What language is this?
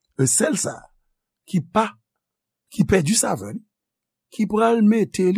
Haitian Creole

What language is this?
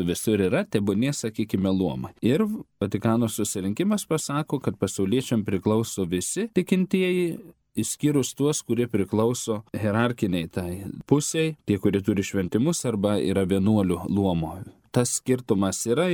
Lithuanian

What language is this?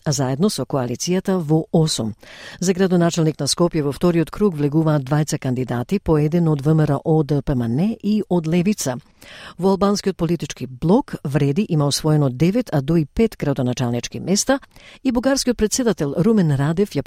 Macedonian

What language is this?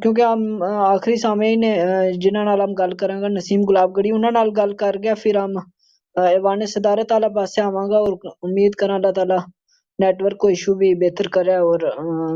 Gujari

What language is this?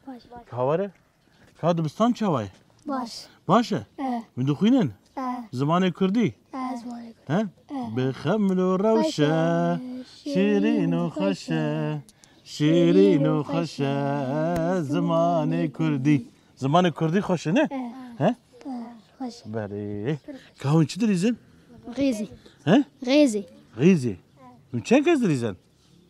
Kurdish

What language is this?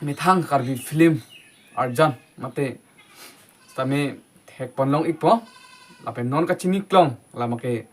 Karbi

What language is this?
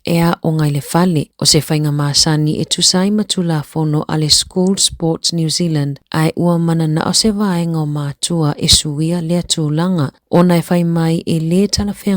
Samoan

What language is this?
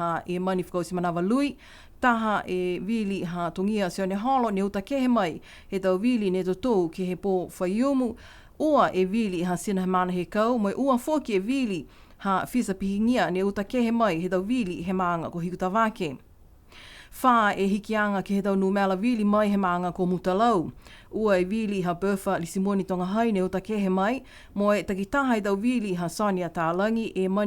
Niuean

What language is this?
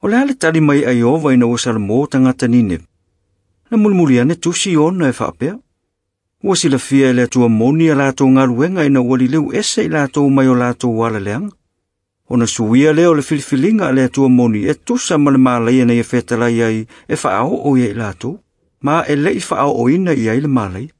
Samoan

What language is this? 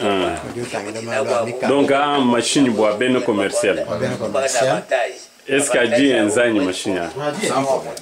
Luba-Lulua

